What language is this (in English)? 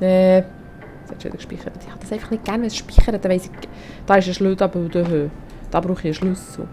Swiss German